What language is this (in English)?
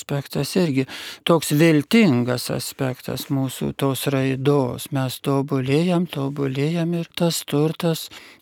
Lithuanian